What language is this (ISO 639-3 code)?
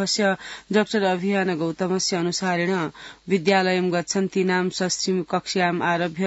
san